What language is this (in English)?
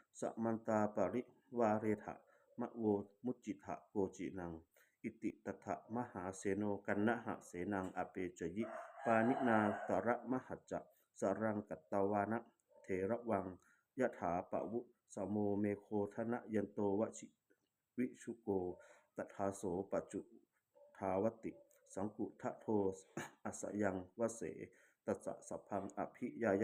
Pali